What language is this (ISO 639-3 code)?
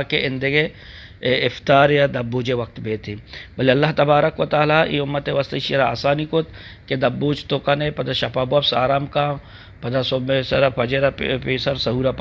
bgp